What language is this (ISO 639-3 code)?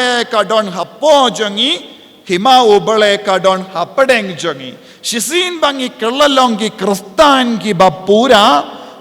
kha